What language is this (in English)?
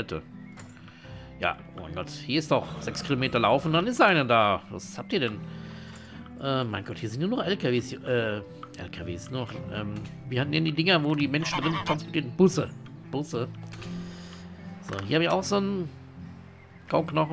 German